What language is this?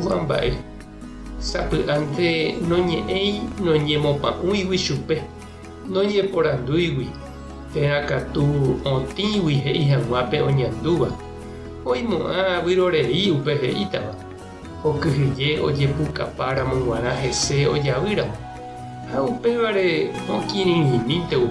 Guarani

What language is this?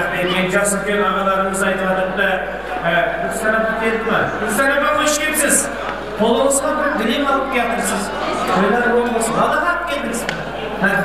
Kara-Kalpak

